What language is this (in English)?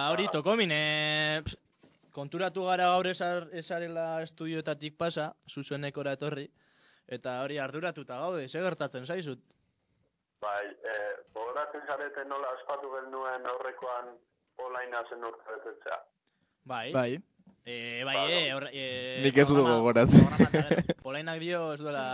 Basque